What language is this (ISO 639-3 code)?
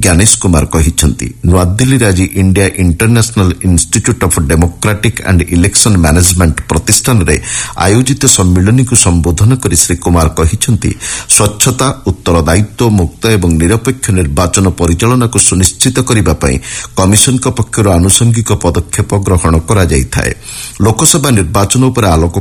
ori